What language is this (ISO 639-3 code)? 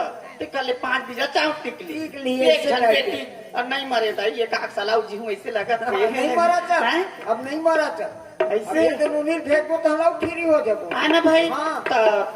hne